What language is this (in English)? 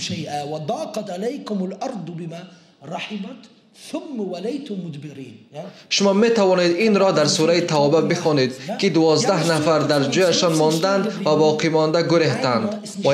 Tajik